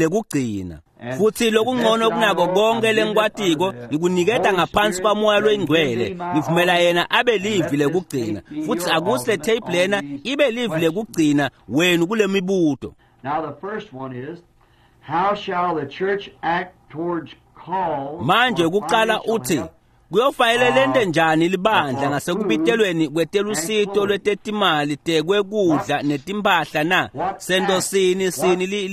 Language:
Swati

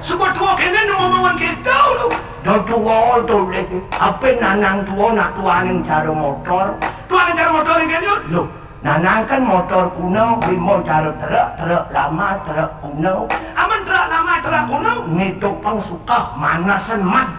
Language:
Balinese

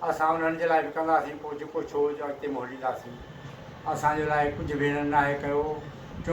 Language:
Sindhi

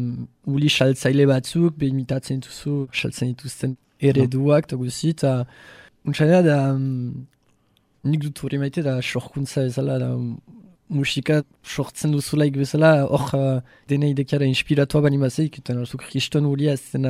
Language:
Basque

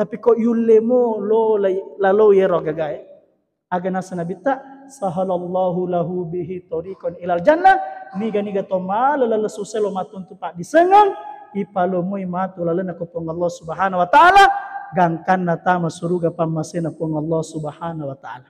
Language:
Buginese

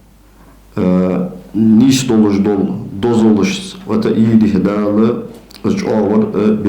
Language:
Ingush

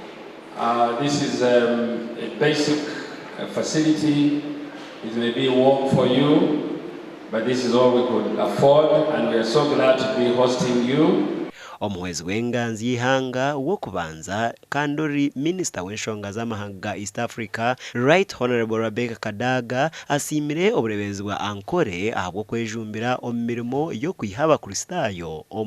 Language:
Nyankole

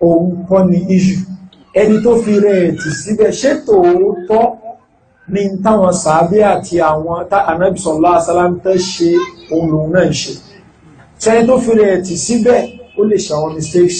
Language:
Yoruba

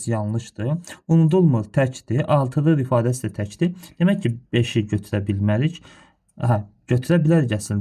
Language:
Azerbaijani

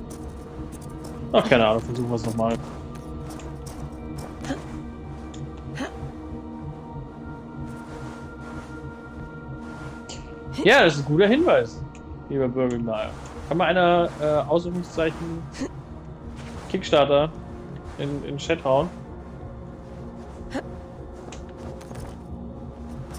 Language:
German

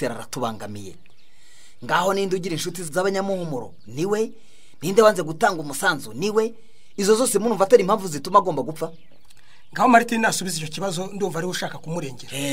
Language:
Kinyarwanda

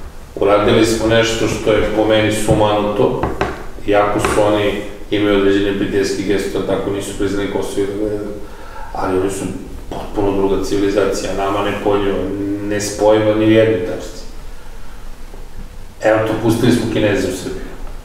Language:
Serbian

